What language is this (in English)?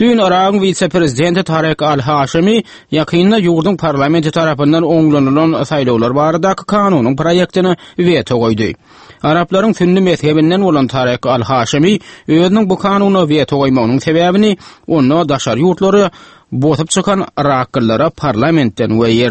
Turkmen